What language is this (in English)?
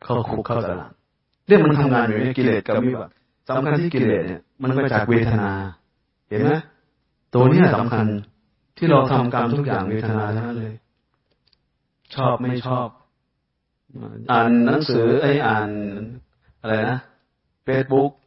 Thai